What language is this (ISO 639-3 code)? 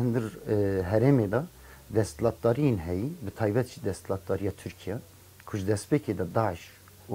kur